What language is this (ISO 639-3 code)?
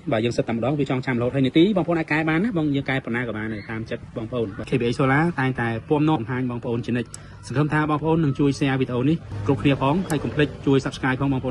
khm